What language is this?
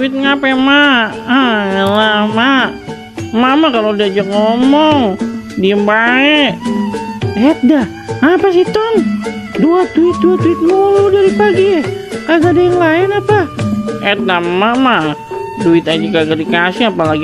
Betawi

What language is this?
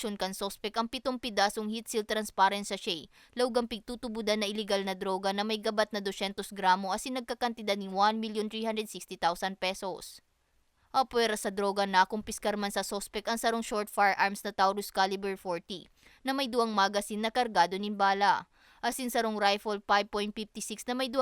Bikol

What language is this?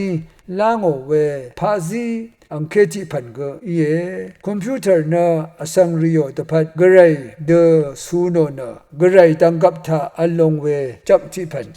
Rawang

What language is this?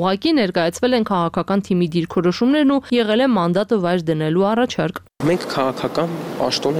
Armenian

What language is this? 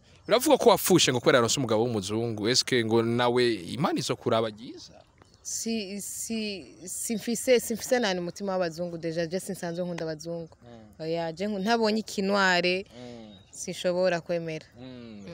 Rundi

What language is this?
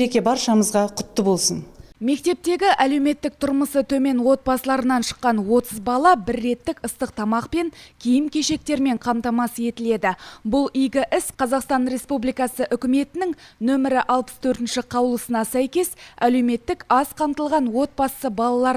Kazakh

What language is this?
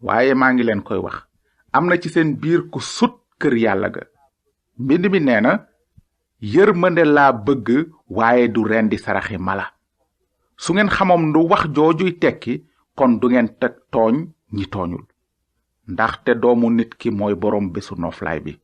Wolof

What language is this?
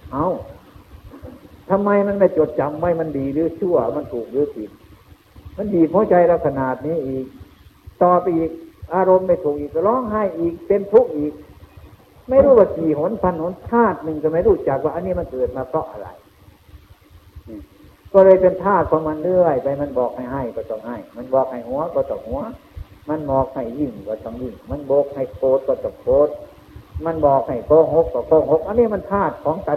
Thai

